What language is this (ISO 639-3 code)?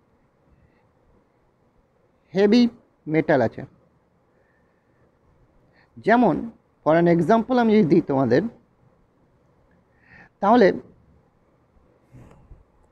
ben